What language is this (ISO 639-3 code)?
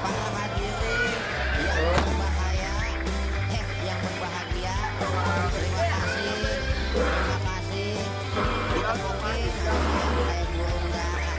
bew